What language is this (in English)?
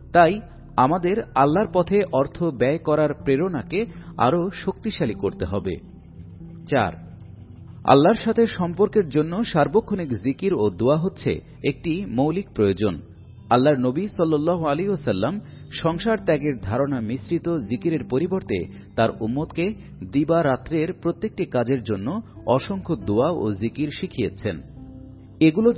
Bangla